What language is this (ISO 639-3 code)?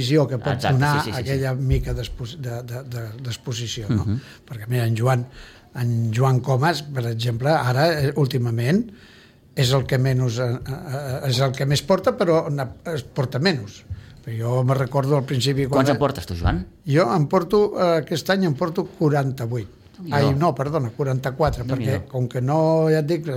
cat